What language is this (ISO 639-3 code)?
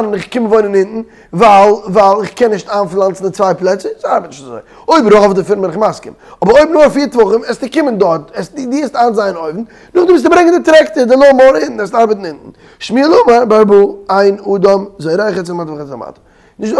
yid